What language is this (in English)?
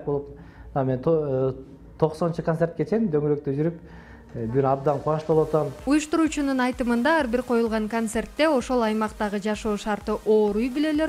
Kyrgyz